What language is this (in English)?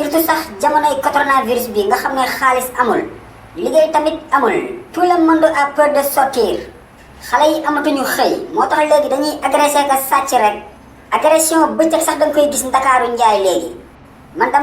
Wolof